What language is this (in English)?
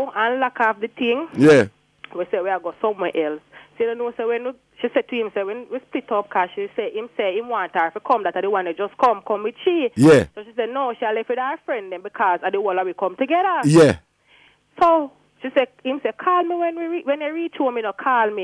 Jamaican Creole English